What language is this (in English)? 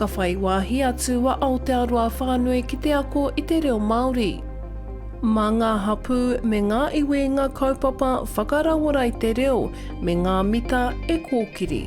Māori